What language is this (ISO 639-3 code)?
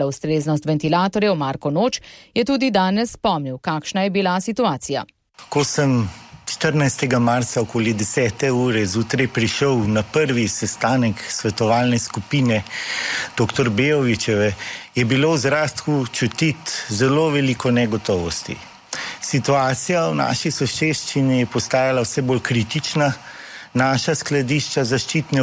slv